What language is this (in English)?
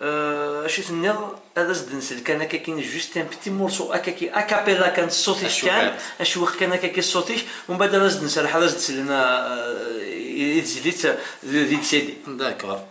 Kabyle